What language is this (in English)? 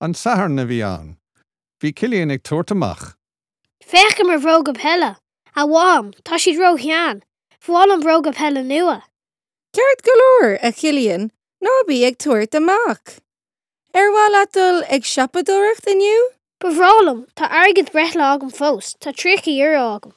Irish